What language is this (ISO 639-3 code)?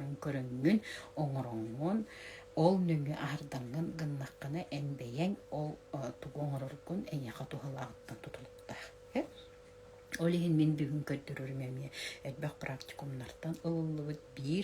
sah